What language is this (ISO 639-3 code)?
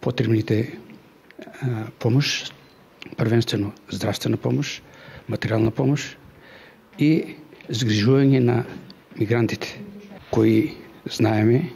mkd